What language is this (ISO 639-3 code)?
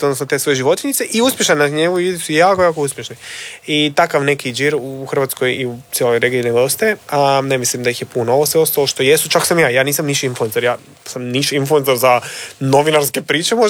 hrv